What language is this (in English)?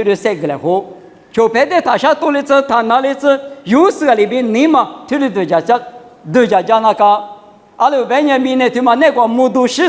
Lisu